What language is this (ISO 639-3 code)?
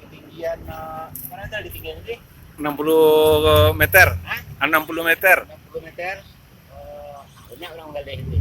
min